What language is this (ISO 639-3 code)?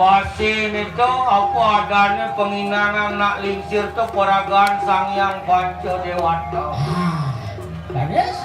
ban